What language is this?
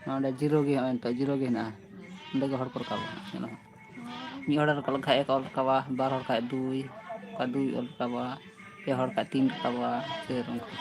Santali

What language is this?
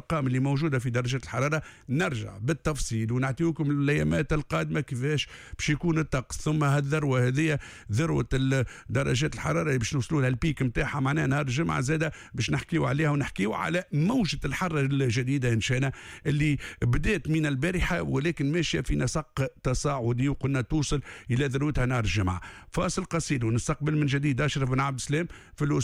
Tunisian Arabic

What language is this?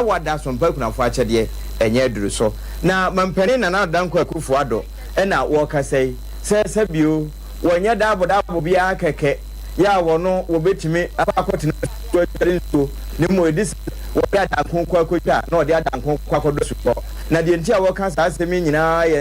Akan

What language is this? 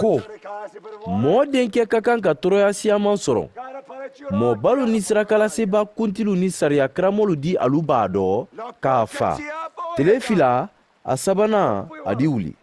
Mandingo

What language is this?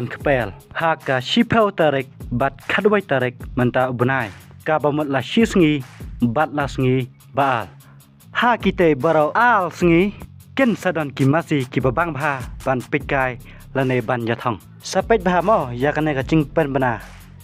Khasi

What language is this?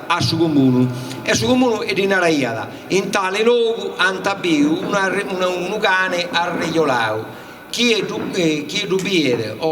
Sardinian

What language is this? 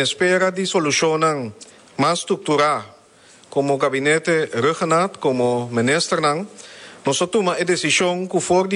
Papiamento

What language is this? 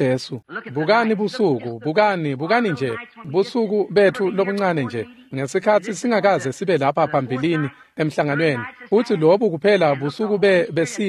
Swati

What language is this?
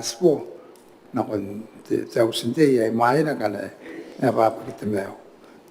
Gilbertese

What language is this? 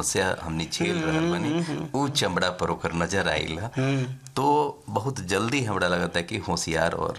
Bhojpuri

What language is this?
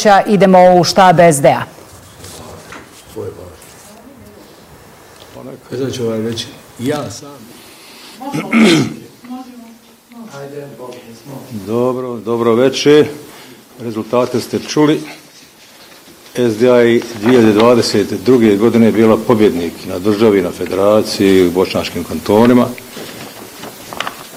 Bosnian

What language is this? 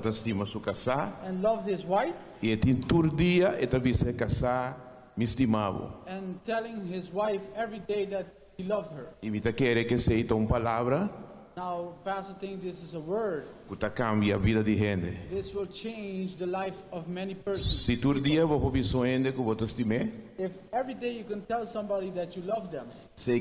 Papiamento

